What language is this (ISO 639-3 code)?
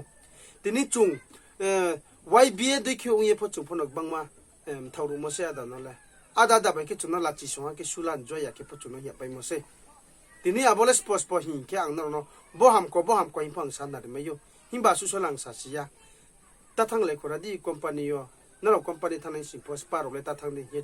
ria